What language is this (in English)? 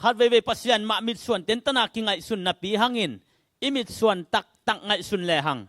Tedim Chin